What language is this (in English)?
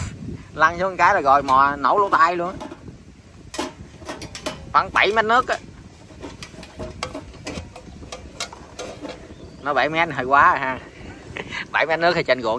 Vietnamese